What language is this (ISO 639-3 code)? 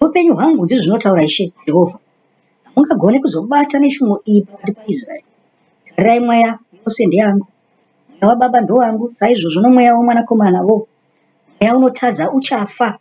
sna